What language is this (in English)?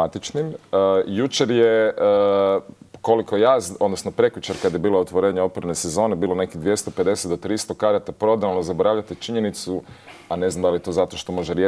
Croatian